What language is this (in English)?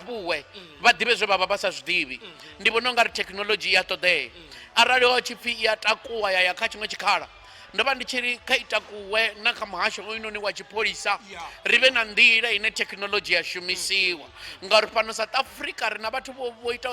Venda